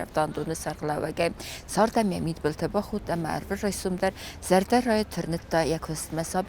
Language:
Ossetic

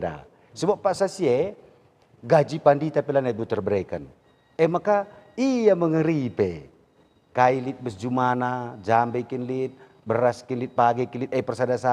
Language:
Batak Karo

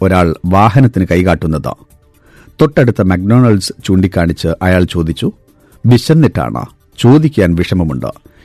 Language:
Malayalam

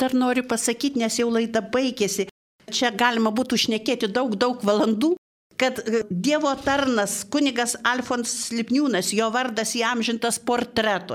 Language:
Lithuanian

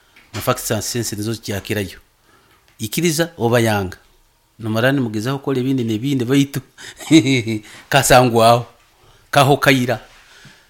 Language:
Nyoro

